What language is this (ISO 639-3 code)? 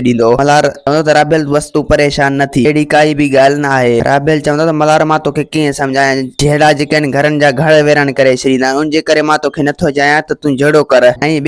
snd